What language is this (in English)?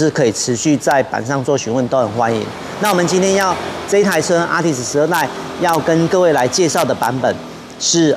Chinese